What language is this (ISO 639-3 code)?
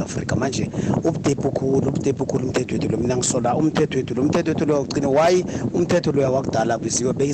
nbl